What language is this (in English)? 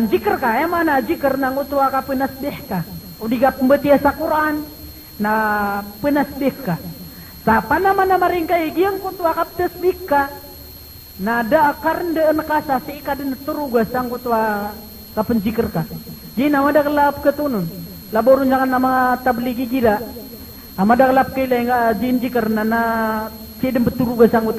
Maranao